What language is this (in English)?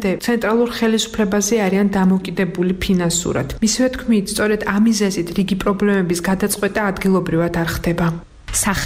Georgian